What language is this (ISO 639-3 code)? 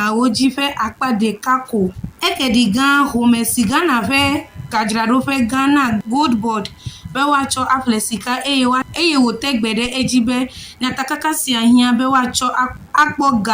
ewe